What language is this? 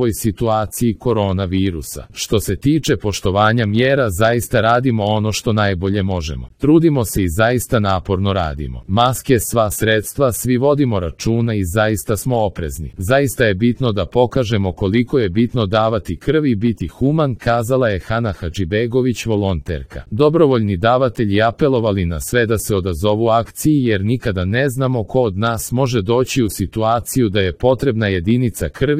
Croatian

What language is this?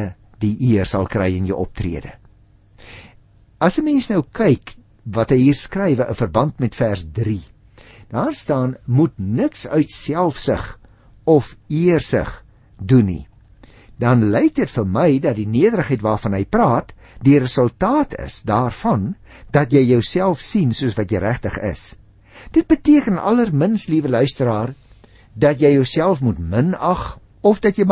Afrikaans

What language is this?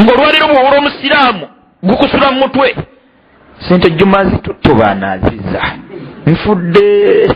Ganda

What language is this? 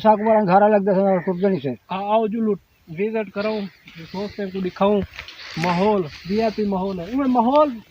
Saraiki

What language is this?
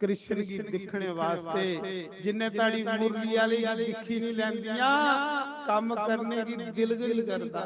Dogri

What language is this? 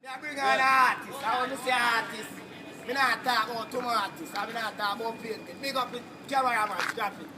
Jamaican Creole English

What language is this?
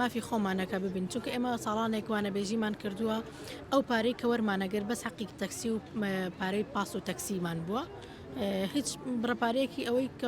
Central Kurdish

